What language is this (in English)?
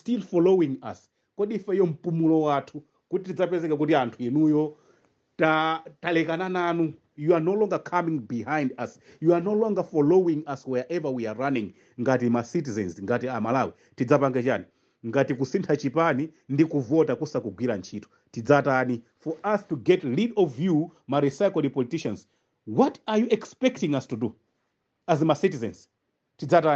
Nyanja